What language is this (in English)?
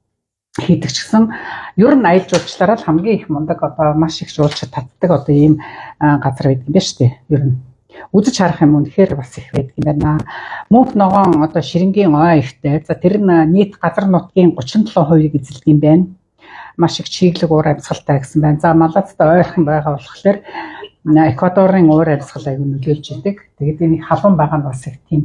Mongolian